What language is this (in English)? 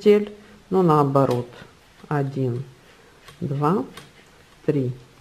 Russian